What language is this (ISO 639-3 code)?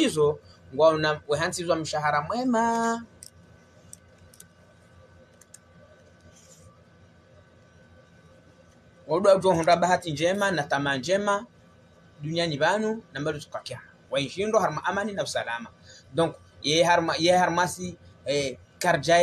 swa